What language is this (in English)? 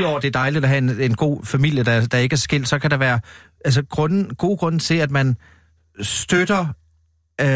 Danish